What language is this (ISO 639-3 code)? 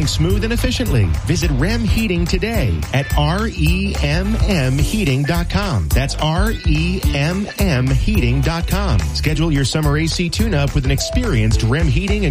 eng